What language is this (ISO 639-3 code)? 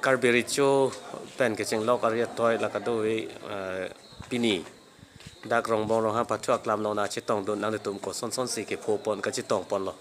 mjw